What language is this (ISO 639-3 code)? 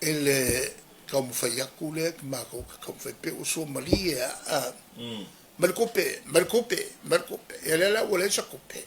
smo